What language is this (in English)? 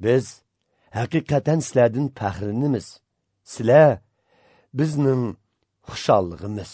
Uyghur